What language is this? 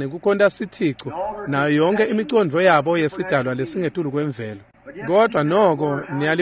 Swati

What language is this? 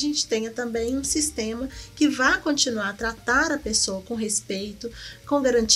Portuguese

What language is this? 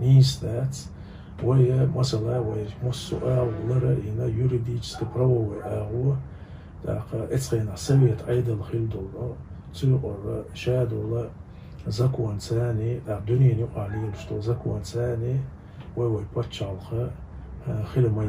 Chechen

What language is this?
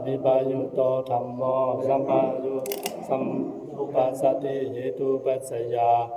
Pali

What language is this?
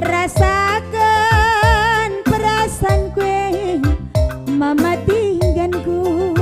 Batak Karo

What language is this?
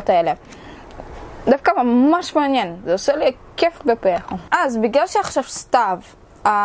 Hebrew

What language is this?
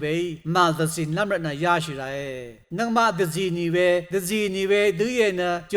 Rawang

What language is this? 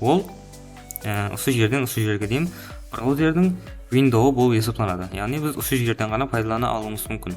Kara-Kalpak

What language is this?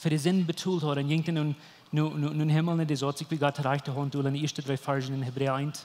Plautdietsch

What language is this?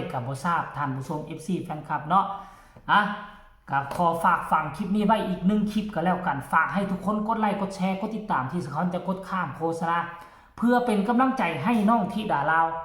Northeastern Thai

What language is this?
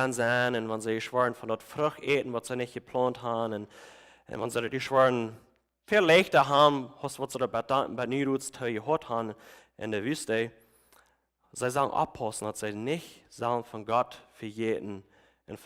Plautdietsch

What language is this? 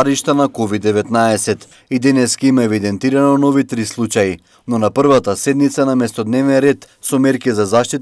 Macedonian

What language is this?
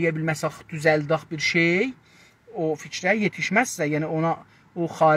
South Azerbaijani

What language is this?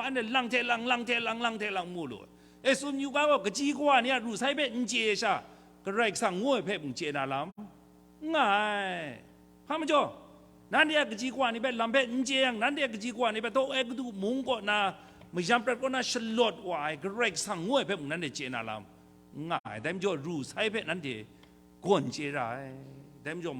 Kachin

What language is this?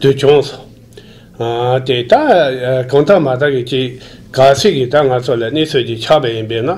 Tibetan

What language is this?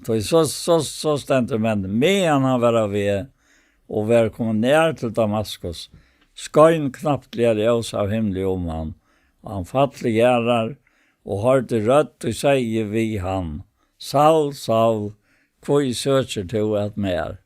Faroese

